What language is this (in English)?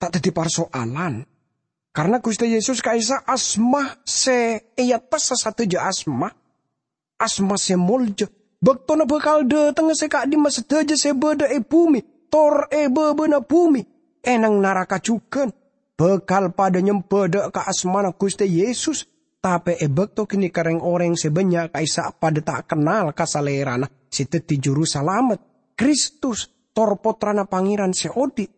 Madurese